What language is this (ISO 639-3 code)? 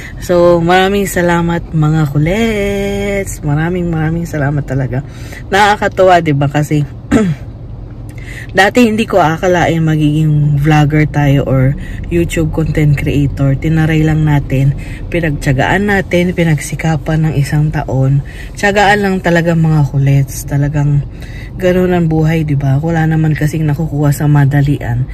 fil